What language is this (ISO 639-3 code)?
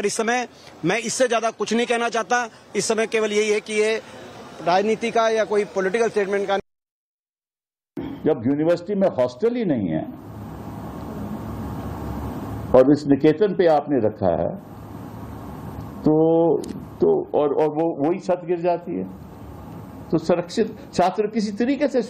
hin